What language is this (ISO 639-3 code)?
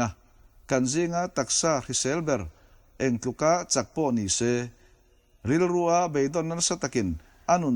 lus